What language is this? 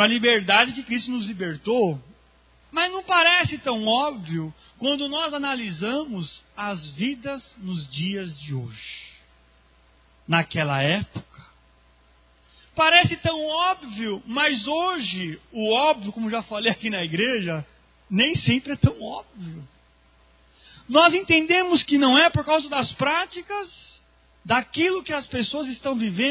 Portuguese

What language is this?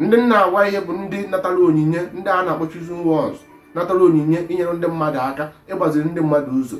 Igbo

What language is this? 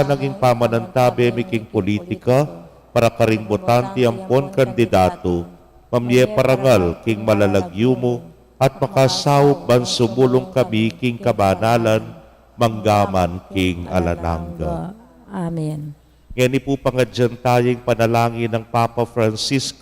Pampanga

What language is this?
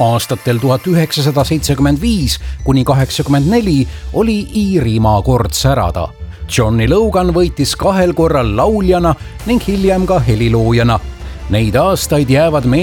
Estonian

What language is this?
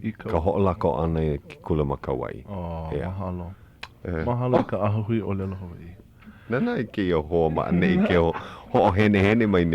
Hawaiian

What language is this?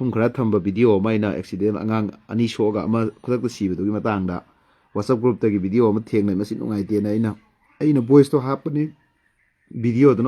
Manipuri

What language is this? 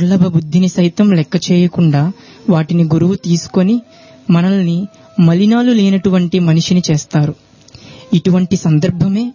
Telugu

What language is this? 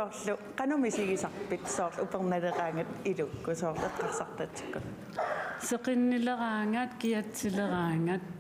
Kalaallisut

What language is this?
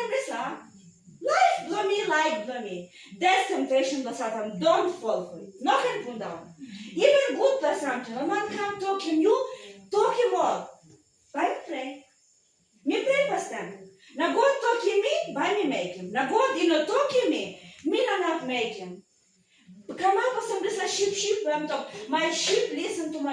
Tok Pisin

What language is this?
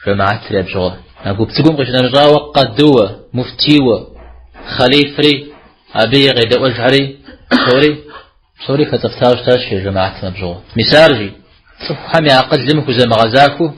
Kabardian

